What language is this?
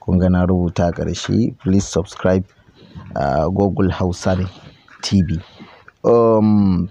Hausa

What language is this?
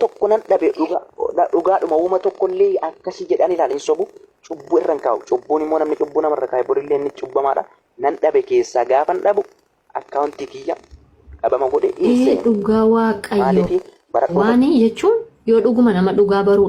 Oromo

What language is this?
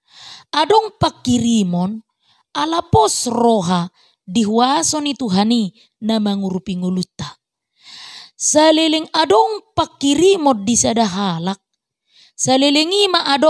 Batak Toba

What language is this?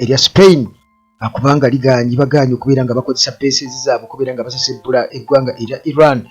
Ganda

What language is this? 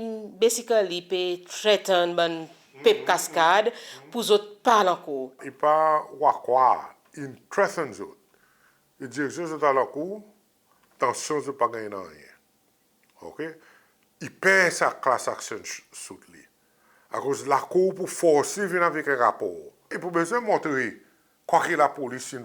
Seselwa Creole French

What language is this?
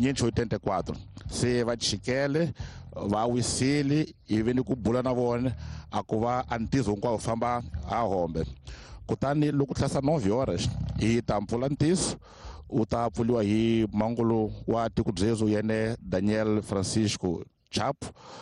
Tsonga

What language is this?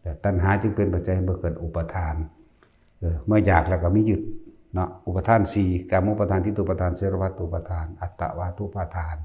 Northeastern Thai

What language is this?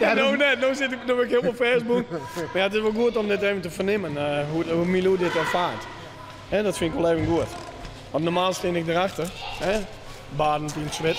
Western Frisian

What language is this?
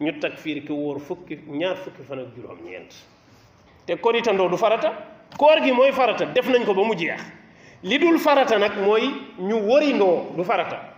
Wolof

